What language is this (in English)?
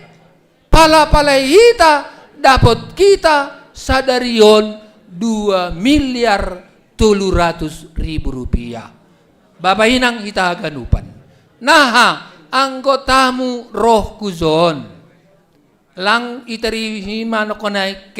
Batak Simalungun